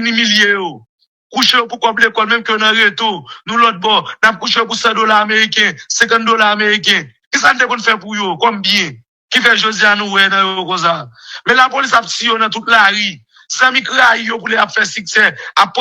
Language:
Haitian Creole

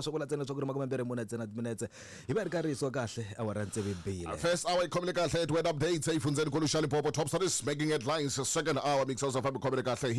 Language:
Tsonga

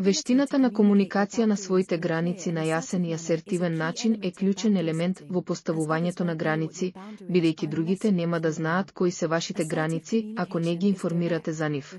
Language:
Macedonian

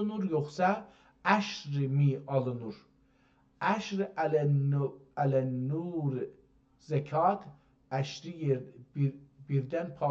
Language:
South Azerbaijani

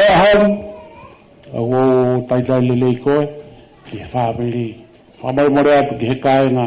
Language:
Tongan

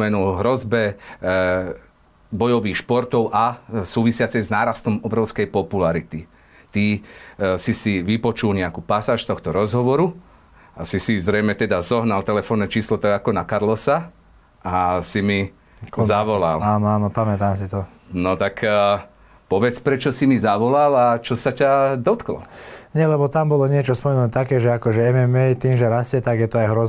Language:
Slovak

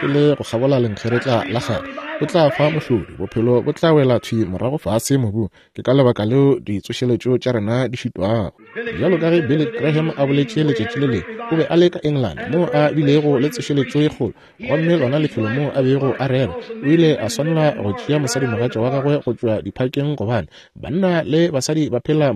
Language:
Northern Sotho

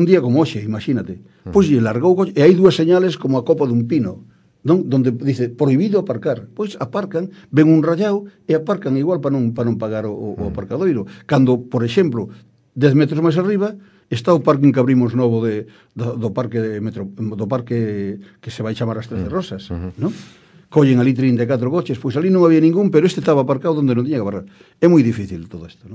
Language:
Galician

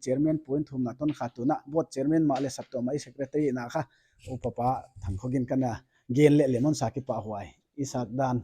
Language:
Paite Chin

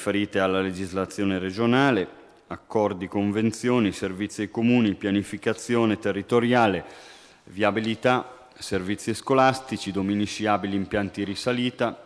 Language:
Italian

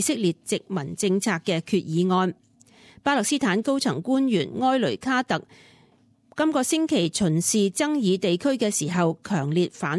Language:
Cantonese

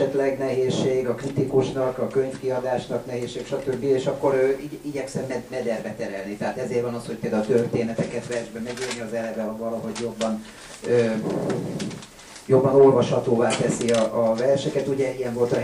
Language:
Hungarian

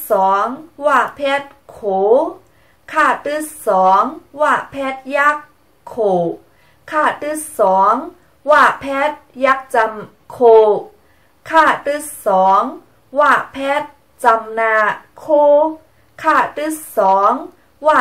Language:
Shan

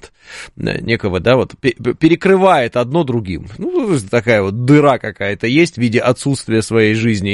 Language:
Russian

